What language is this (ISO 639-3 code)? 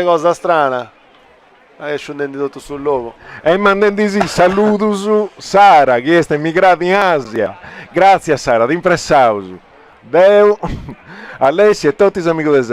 srd